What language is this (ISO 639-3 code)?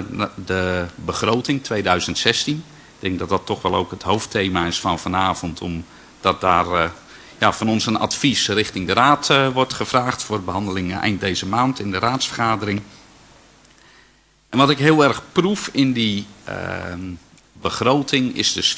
nld